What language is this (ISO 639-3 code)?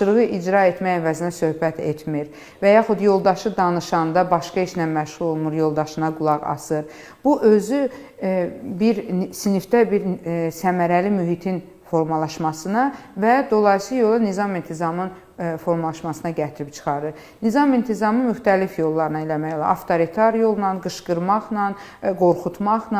aze